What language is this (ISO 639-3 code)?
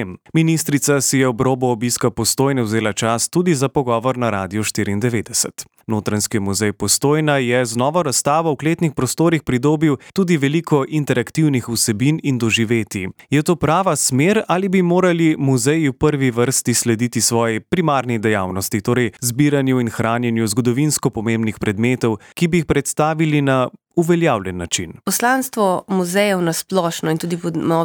slv